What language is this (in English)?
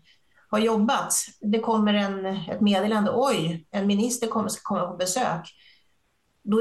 Swedish